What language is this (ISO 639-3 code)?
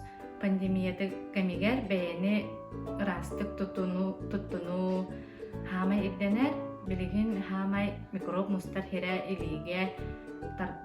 sah